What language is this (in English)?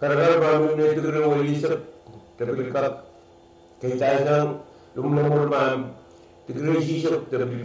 Pohnpeian